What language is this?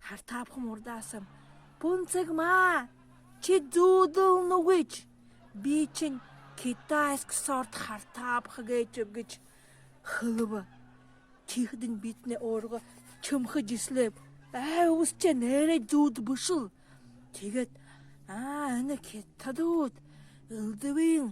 Buriat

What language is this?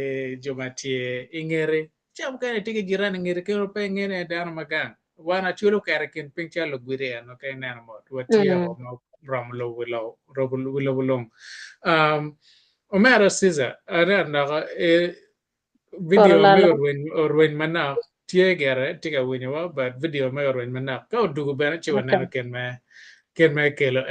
Acoli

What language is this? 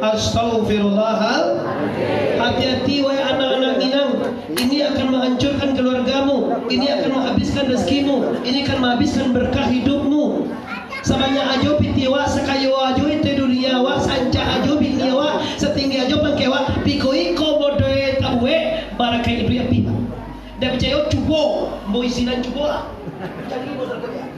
Minangkabau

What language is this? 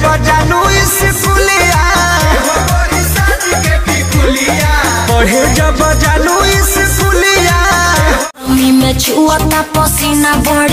Bhojpuri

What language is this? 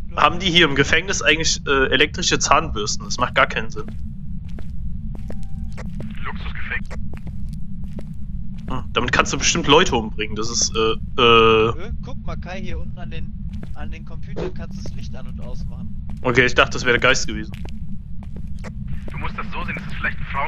German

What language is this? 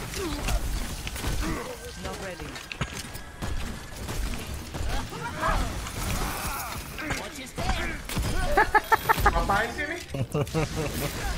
Indonesian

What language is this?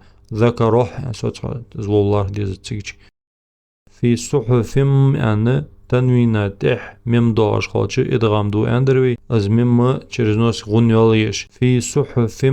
Ingush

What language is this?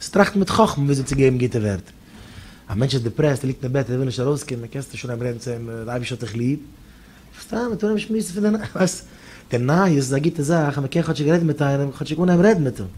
Yiddish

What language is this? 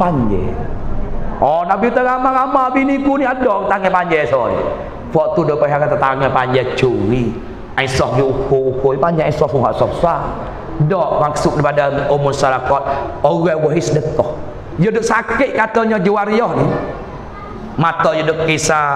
Pattani Malay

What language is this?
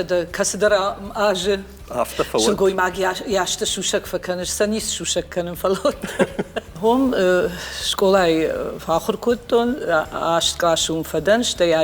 Ossetic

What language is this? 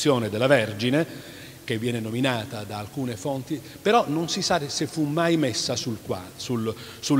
Italian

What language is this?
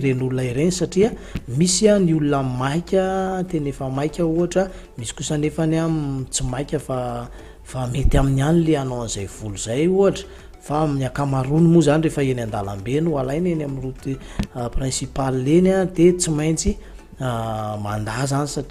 Malagasy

